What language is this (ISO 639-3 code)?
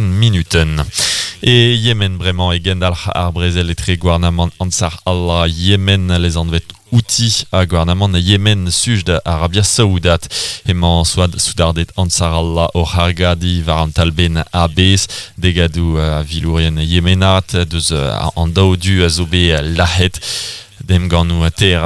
bre